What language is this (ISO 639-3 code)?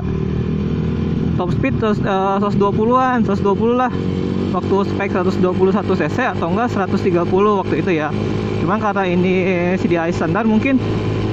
ind